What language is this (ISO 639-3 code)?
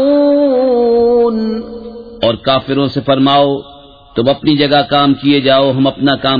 urd